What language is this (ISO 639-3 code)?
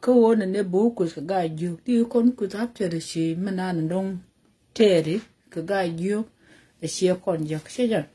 nus